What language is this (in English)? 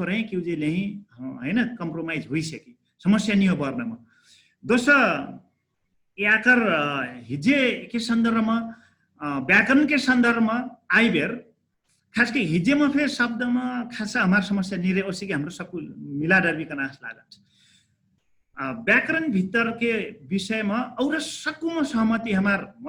Dangaura Tharu